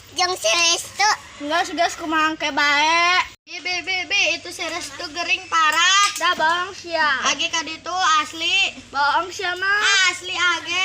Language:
Sundanese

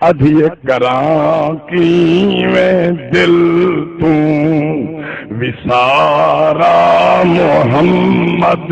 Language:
Saraiki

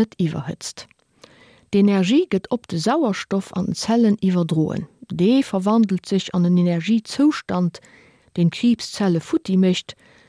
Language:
Luxembourgish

